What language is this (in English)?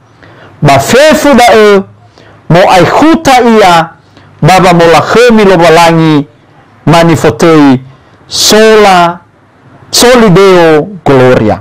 Nias